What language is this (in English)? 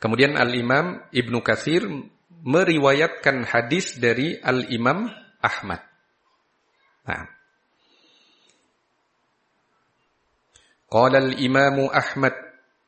Indonesian